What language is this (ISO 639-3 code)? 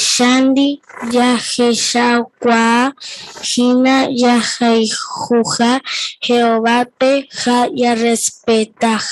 grn